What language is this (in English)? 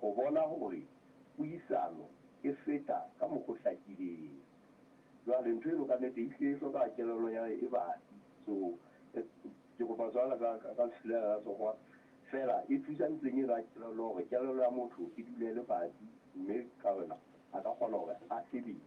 Southern Sotho